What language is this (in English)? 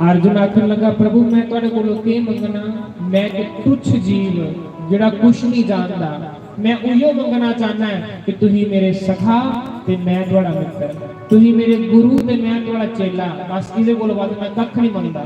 Dogri